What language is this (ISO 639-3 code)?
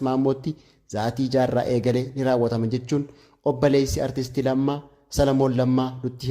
orm